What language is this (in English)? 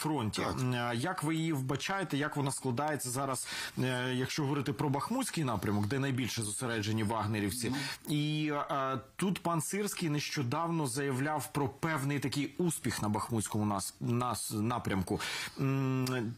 Ukrainian